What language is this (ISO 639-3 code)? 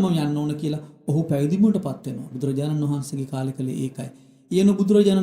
sin